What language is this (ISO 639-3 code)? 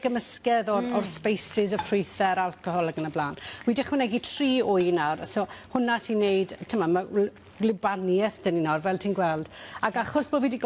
cym